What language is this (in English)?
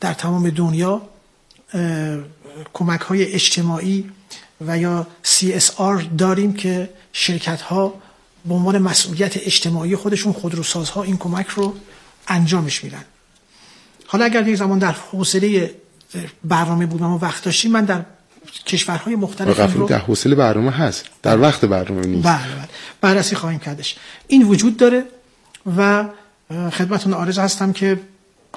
Persian